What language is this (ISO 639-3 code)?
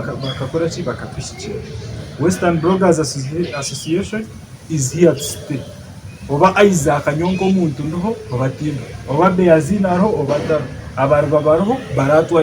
nyn